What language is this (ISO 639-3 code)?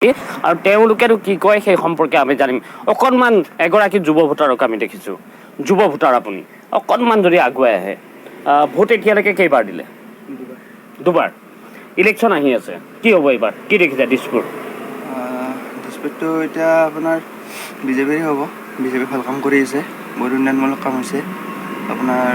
asm